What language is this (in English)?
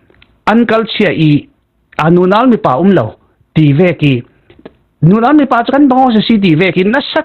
Falam Chin